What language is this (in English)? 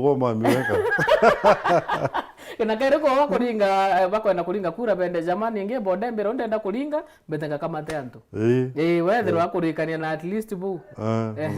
Meru